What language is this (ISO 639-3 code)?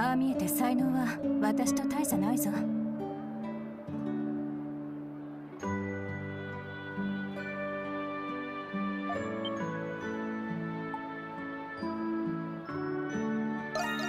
jpn